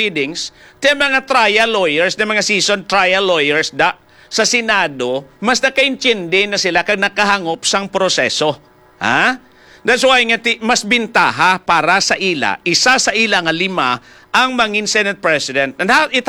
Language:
Hiligaynon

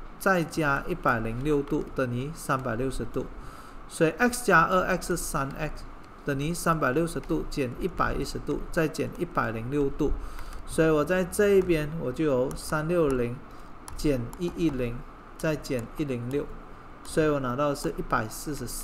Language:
Chinese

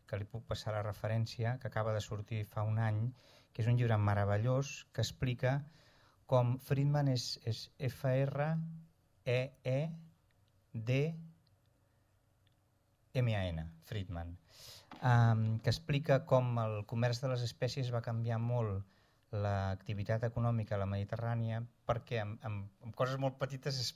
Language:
Catalan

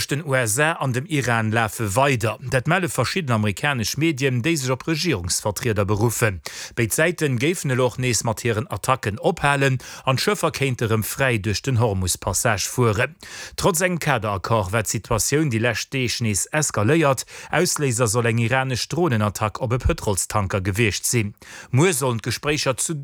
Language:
Luxembourgish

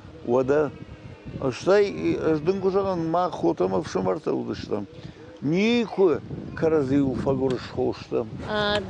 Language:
Ossetic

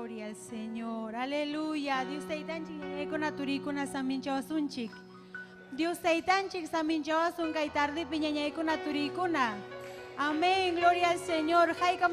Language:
Ayacucho Quechua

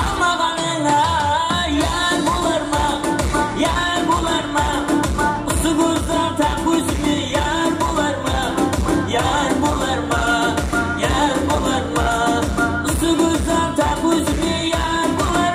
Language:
Kara-Kalpak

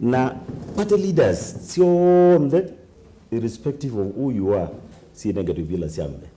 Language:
Kamba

